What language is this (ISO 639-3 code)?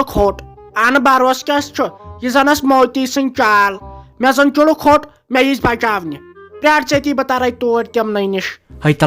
kas